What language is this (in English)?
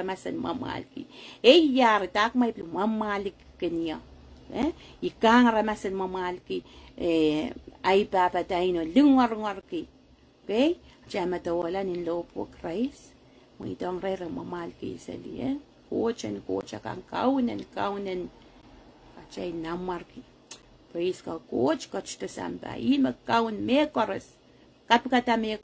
Pohnpeian